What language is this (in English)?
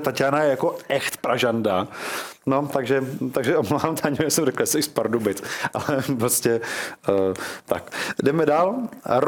Czech